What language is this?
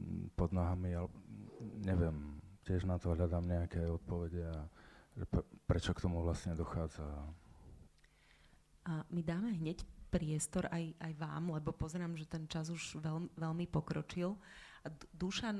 Slovak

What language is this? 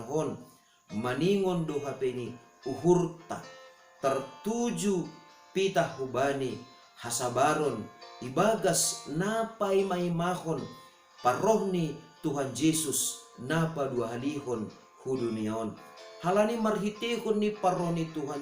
Batak Simalungun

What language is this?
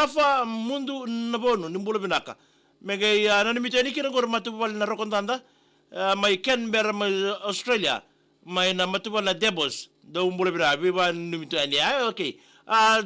Fijian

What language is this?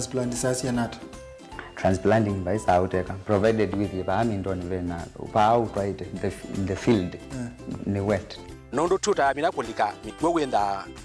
Kamba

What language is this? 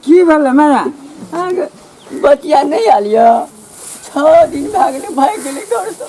Maithili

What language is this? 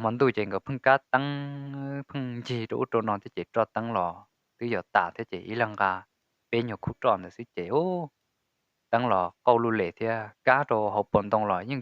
Hmong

